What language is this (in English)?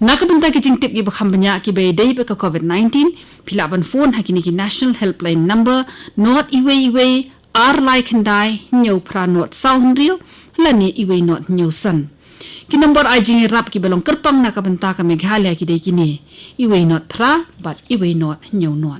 Khasi